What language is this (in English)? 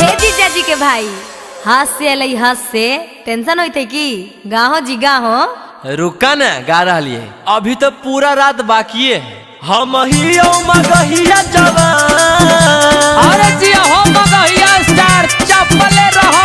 Magahi